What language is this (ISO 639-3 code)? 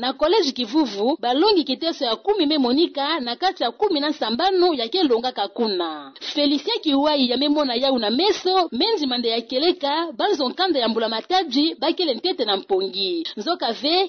ktu